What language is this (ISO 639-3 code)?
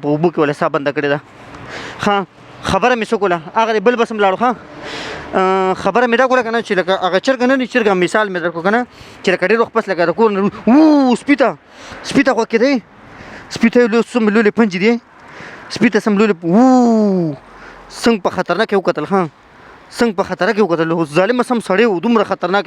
pus